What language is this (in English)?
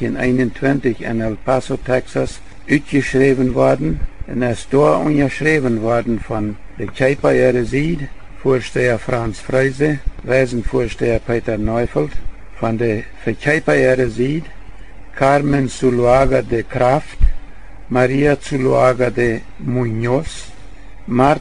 Plautdietsch